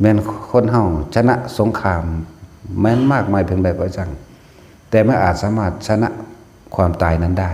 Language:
Northeastern Thai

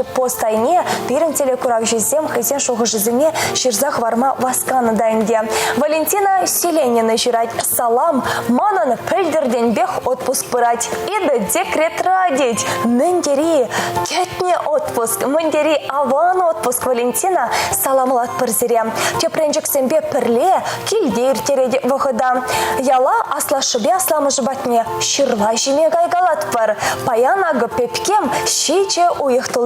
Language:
Chuvash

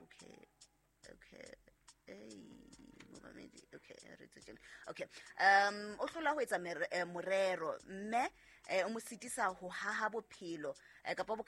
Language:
Southern Sotho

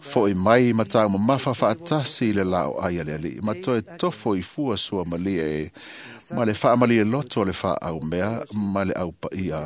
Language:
Samoan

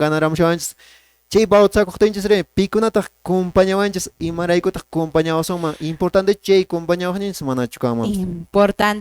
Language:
Quechua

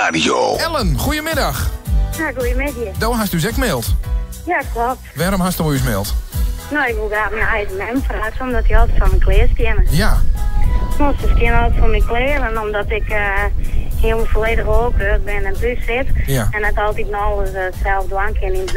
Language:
Western Frisian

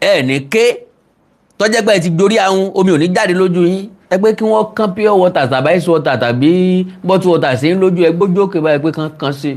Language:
Yoruba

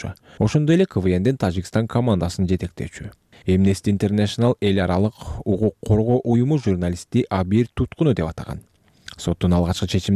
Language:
Kyrgyz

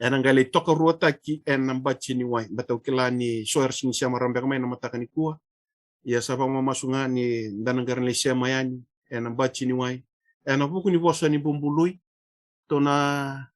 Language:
Fijian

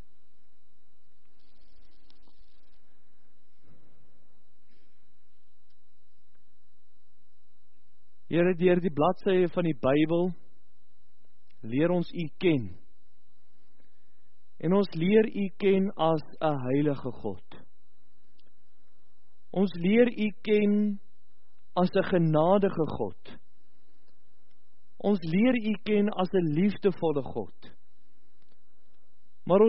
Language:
Afrikaans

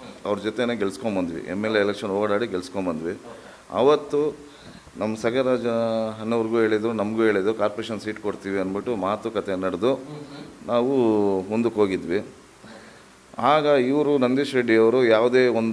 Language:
Kannada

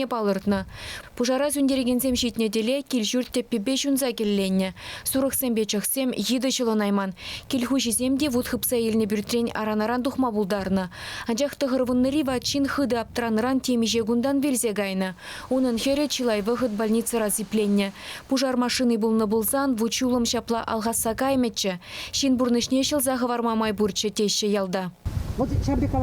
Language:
Chuvash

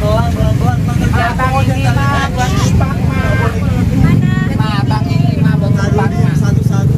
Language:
Betawi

